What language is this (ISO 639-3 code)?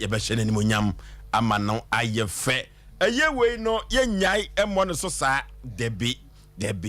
aka